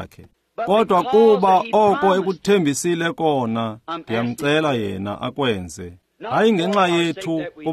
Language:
Xhosa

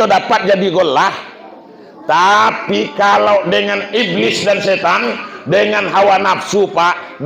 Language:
Minangkabau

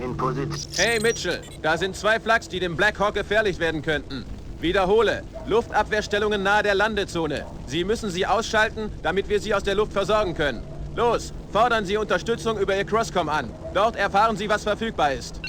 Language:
Bavarian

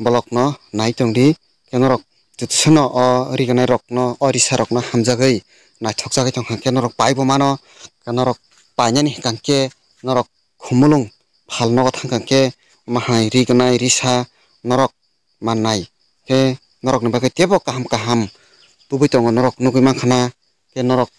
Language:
Kok Borok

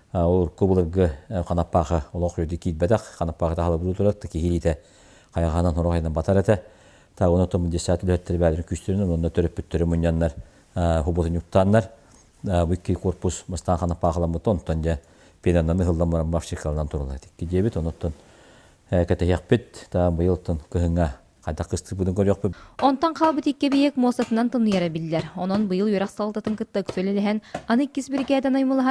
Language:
Yakut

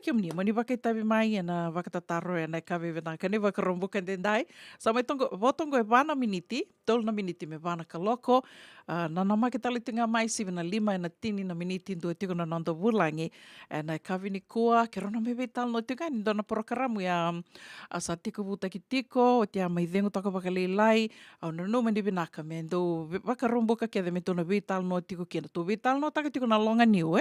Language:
Fijian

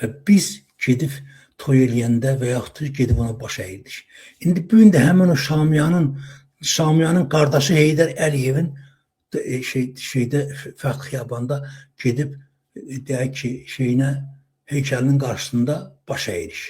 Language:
Azerbaijani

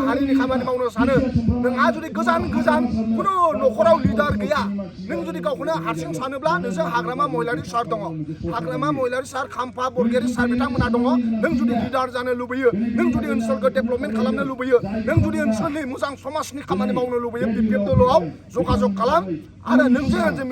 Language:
Bodo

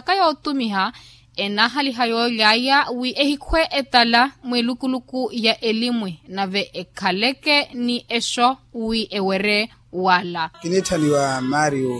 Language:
Makhuwa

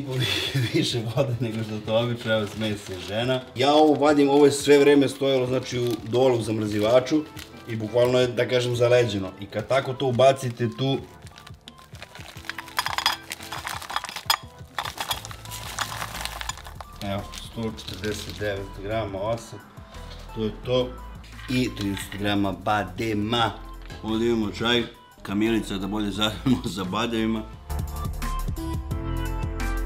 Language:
Serbian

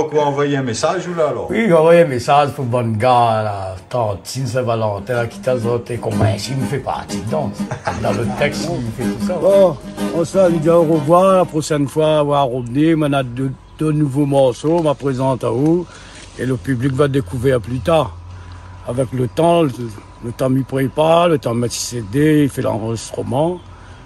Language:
Réunion Creole French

